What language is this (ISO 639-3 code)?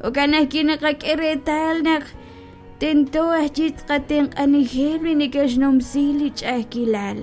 kek